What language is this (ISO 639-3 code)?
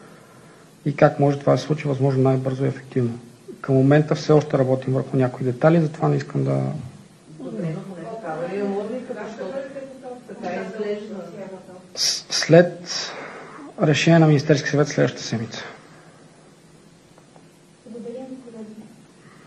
bul